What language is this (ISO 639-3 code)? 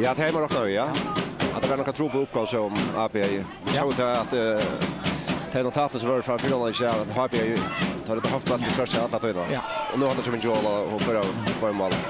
fao